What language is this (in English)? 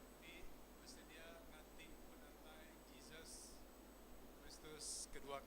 Iban